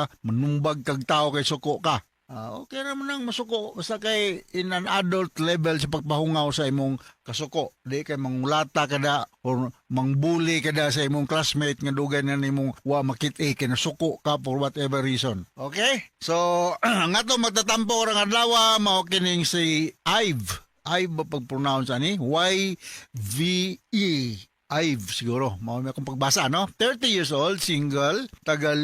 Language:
Cebuano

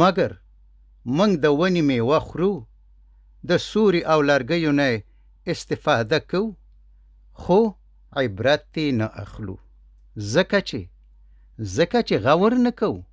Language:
Pashto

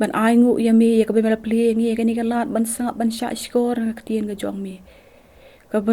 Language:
Khasi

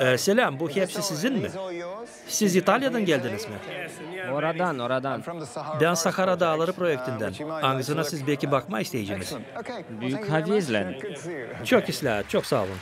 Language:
Gagauz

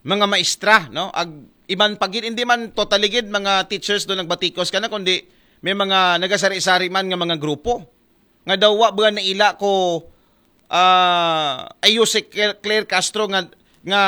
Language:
Aklanon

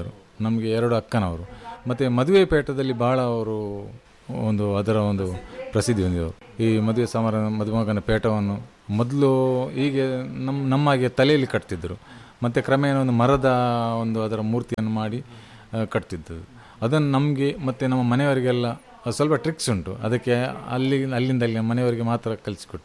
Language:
Kannada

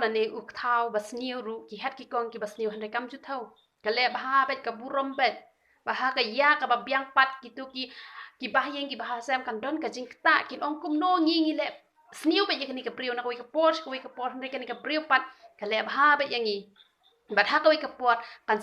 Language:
Khasi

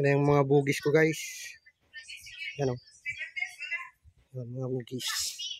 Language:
Filipino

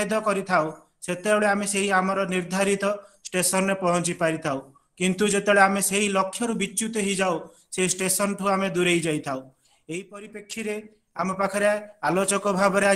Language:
Odia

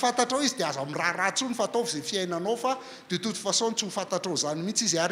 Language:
Malagasy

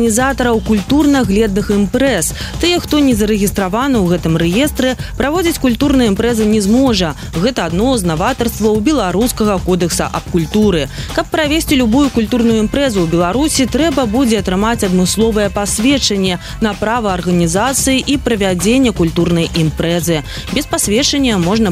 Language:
Belarusian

